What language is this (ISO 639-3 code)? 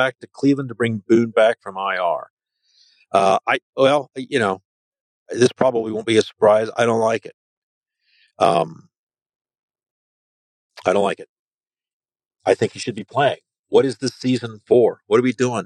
eng